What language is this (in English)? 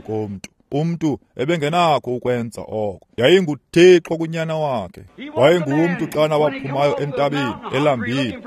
Xhosa